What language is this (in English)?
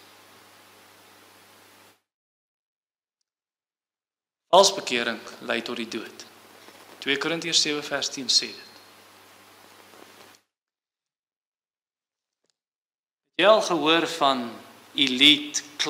Afrikaans